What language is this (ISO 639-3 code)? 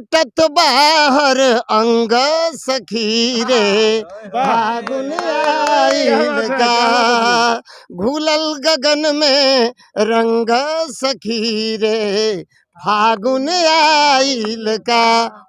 bho